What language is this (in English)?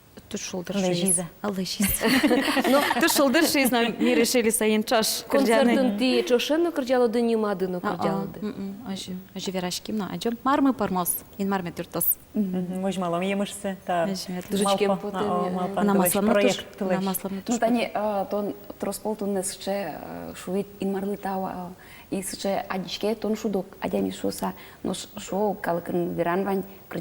Udmurt